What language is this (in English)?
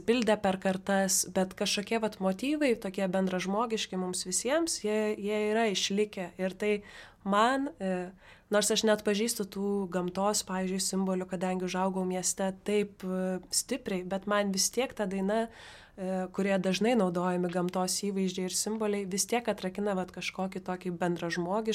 Lithuanian